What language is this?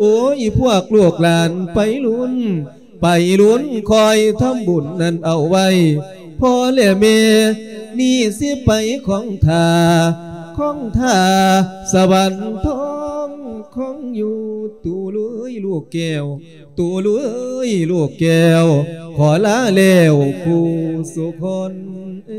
Lao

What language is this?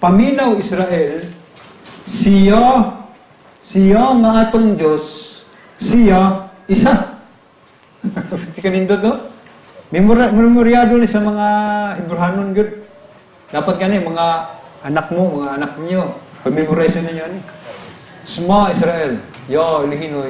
Cebuano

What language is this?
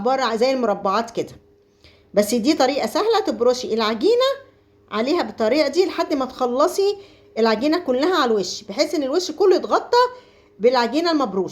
Egyptian Arabic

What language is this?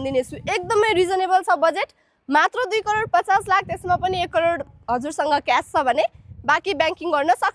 Nepali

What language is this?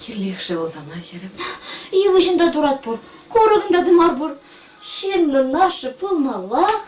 Chuvash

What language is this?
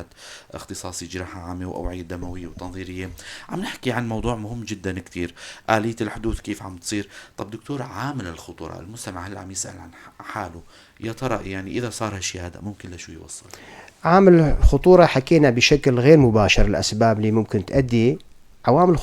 North Levantine Arabic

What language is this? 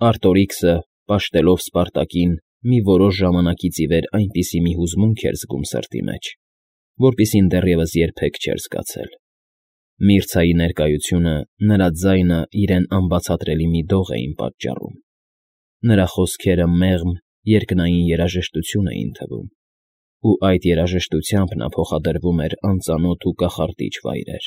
Armenian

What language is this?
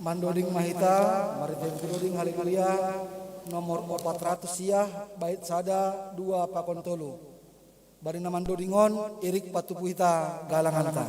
Batak Simalungun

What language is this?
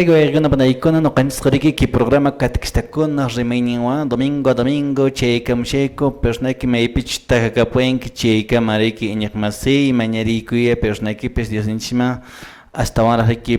Quechua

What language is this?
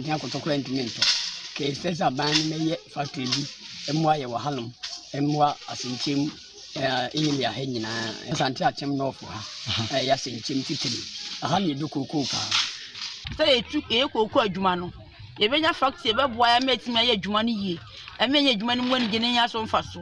Akan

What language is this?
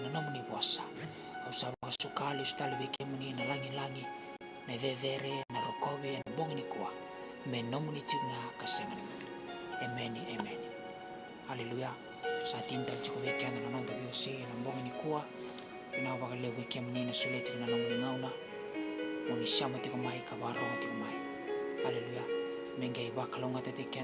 Fijian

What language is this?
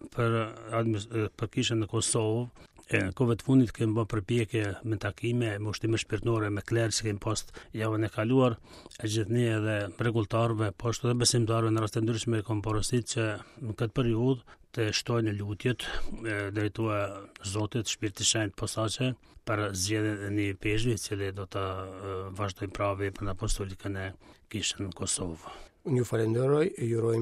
Albanian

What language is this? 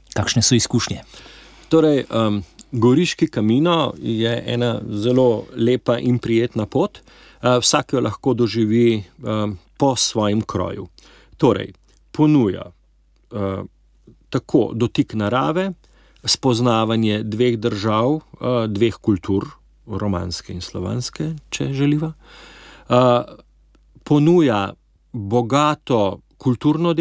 Slovenian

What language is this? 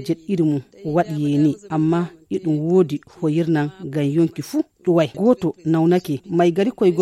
Nigerian Fulfulde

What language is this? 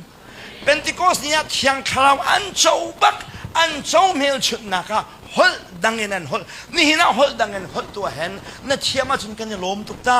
Hakha Chin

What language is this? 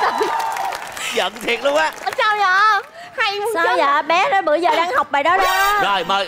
Vietnamese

